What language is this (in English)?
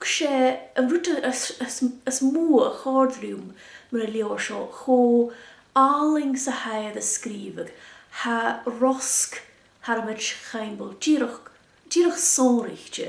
Scottish Gaelic